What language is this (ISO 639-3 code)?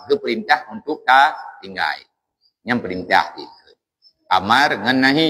ace